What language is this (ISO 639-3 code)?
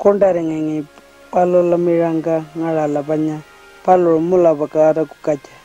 pjt